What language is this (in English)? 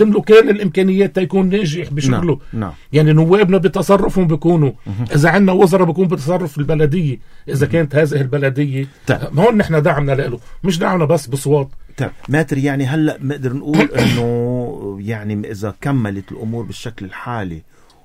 North Levantine Arabic